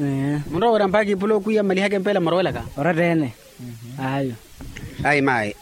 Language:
Makhuwa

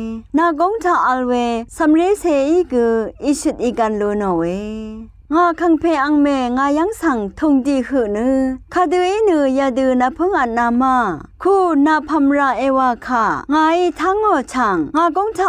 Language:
Rawang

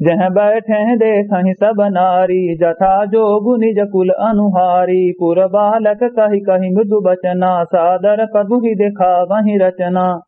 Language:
Awadhi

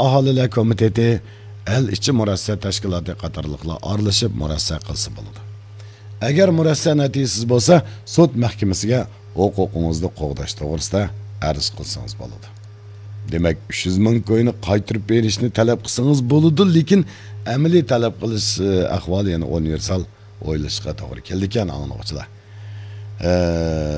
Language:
Uyghur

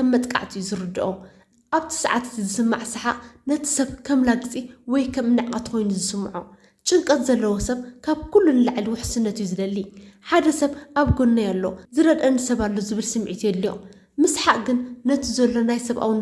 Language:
Tigrinya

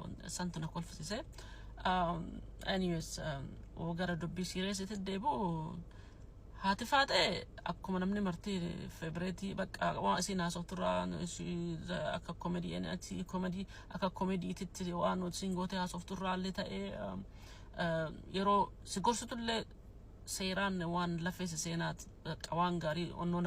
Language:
Oromo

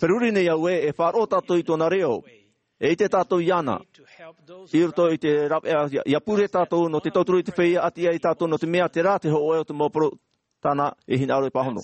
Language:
Tahitian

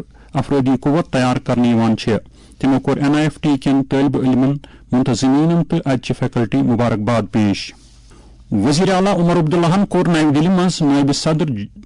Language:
Kashmiri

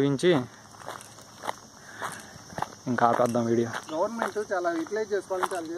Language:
Telugu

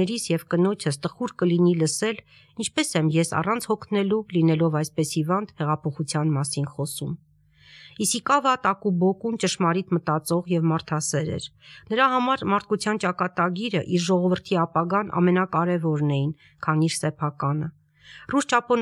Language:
Armenian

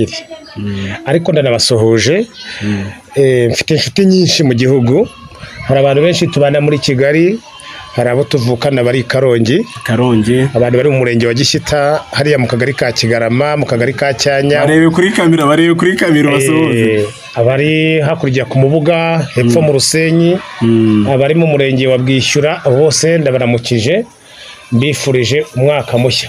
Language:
Kinyarwanda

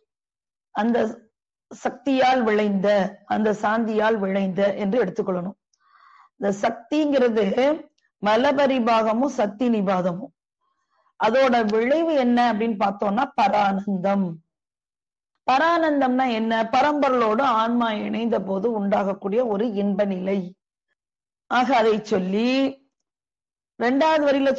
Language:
Tamil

